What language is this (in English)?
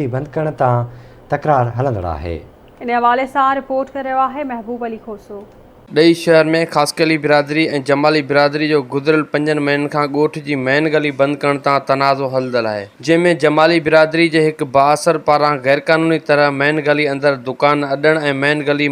Sindhi